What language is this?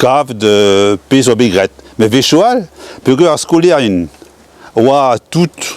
Breton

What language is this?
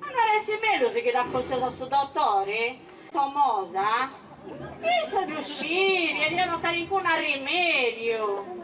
Sardinian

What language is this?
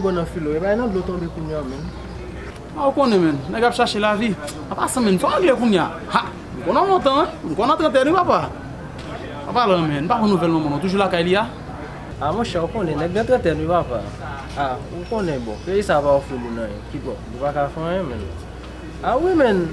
Haitian Creole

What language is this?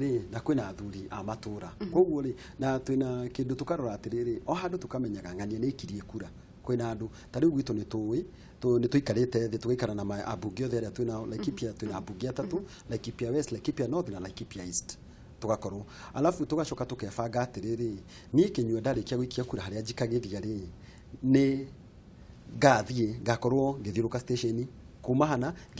Kikuyu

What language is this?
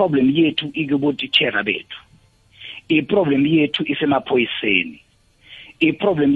South Ndebele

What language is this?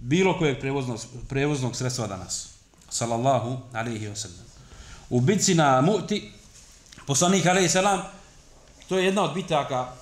Bosnian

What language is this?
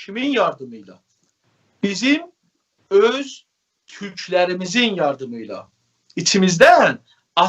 South Azerbaijani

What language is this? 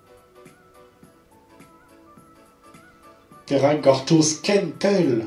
Breton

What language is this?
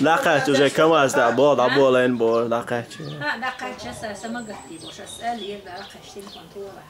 Chechen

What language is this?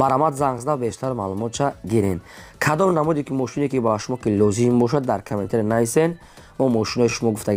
Tajik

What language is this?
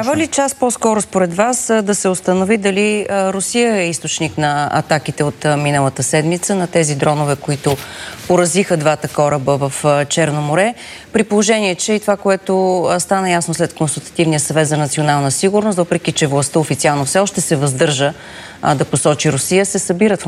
Bulgarian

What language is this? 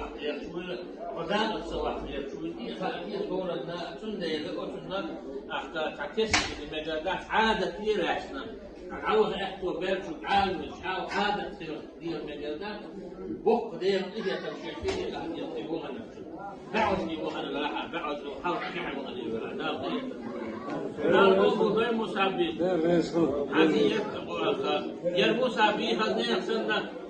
Chechen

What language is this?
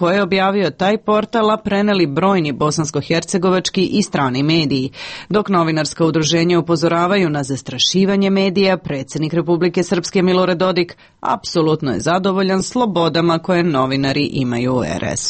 Serbian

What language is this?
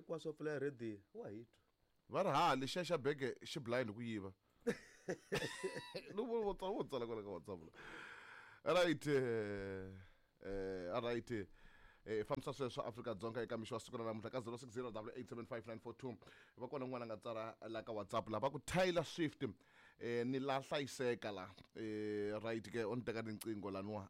Tsonga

